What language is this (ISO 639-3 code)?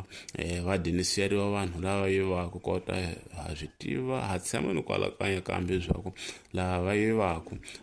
tso